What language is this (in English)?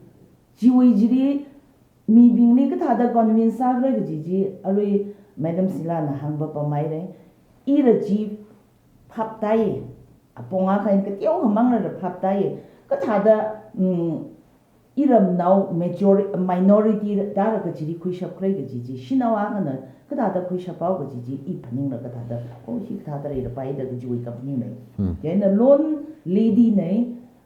Tangkhul Naga (India)